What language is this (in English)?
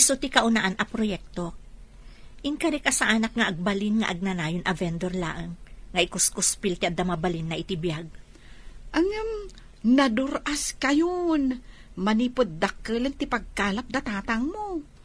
Iloko